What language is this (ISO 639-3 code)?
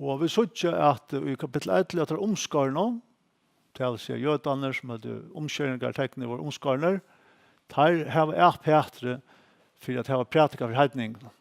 fao